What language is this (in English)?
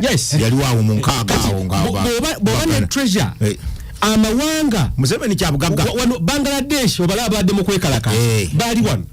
Ganda